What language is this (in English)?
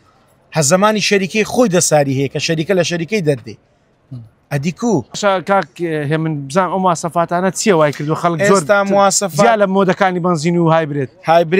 Central Kurdish